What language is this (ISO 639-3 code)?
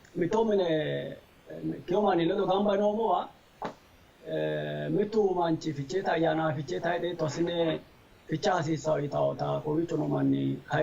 sid